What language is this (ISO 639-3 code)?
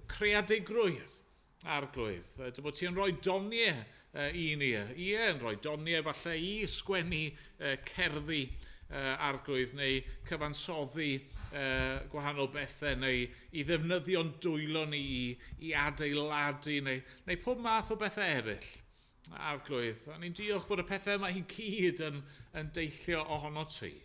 cym